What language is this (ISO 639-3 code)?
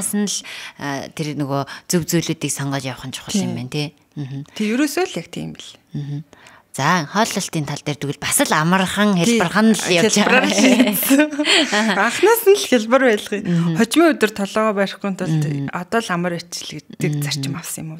mon